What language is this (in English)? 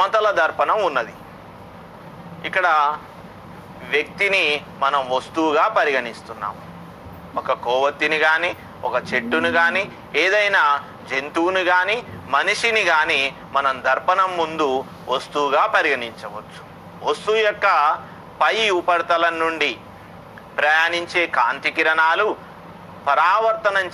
Telugu